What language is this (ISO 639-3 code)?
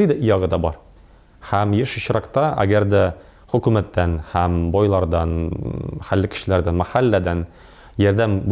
tat